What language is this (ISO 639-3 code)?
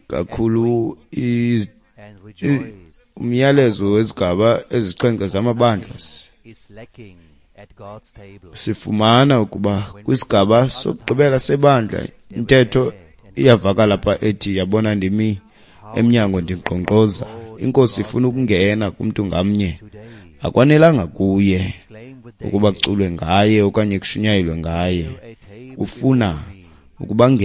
xho